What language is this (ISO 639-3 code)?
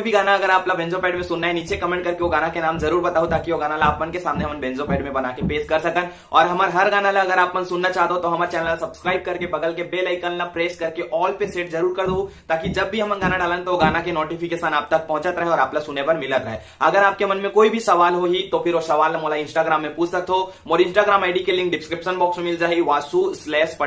hne